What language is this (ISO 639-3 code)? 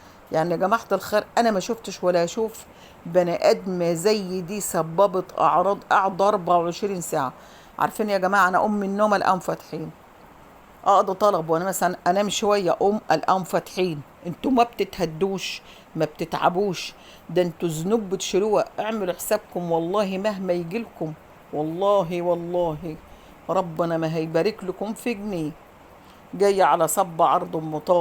arz